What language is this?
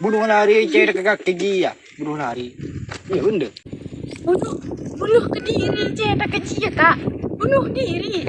Madurese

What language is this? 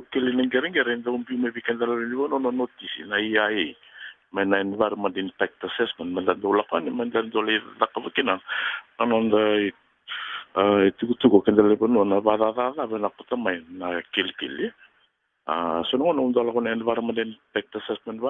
Fijian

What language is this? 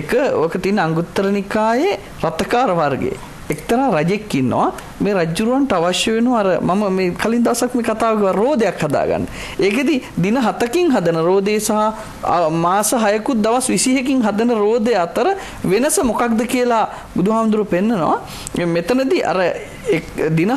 Sinhala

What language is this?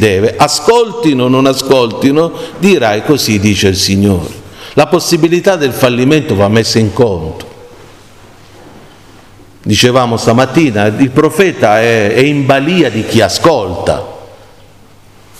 Italian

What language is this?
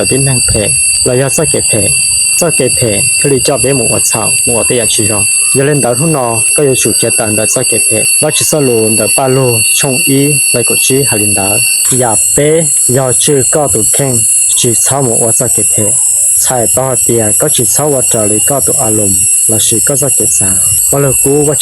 Hmong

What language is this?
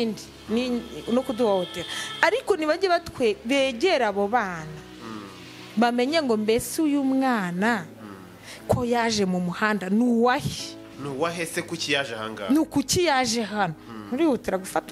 Kinyarwanda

